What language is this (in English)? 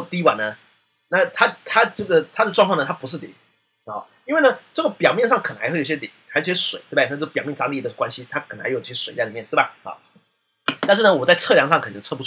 Chinese